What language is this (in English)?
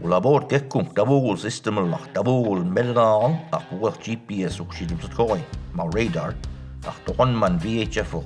Mi'kmaw